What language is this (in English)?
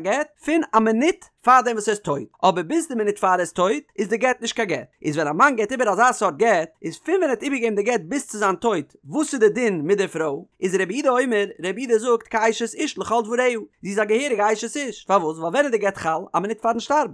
Yiddish